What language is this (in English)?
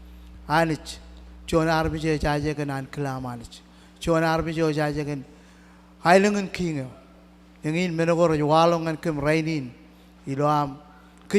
Marshallese